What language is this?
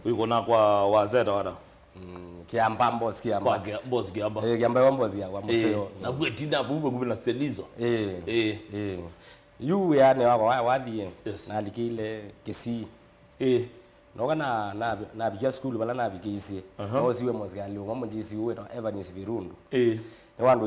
Kamba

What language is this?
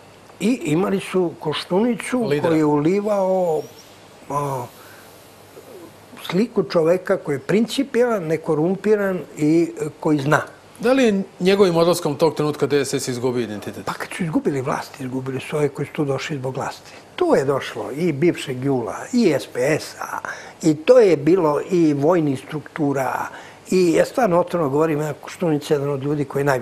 Serbian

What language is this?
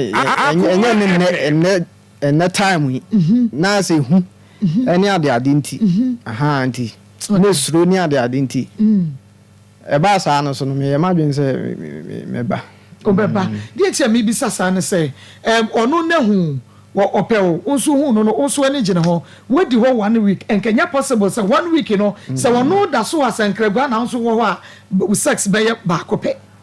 Akan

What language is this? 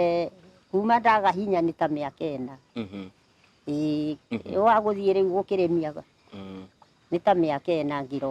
Kikuyu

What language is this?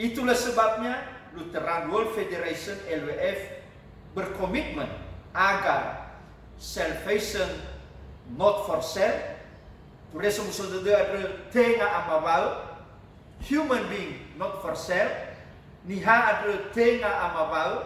Nias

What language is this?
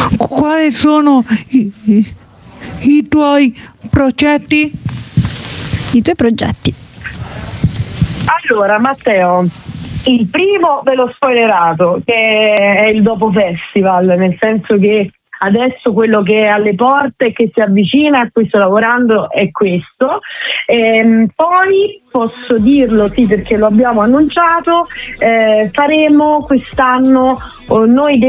Italian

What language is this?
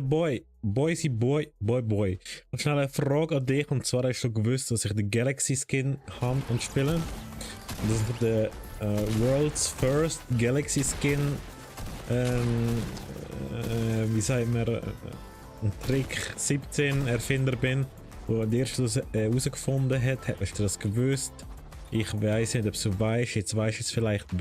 Swiss German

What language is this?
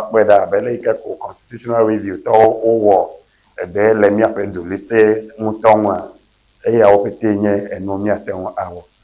Ewe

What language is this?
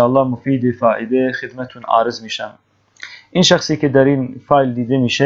Persian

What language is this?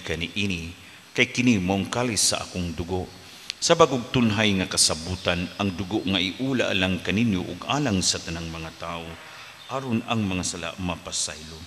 Cebuano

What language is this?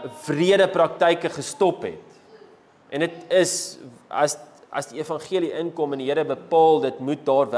Afrikaans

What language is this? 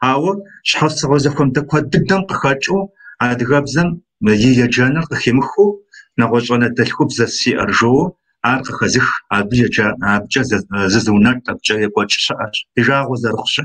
Kabardian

